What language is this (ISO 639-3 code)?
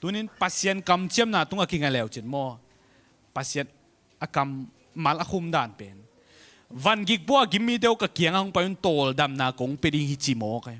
ctd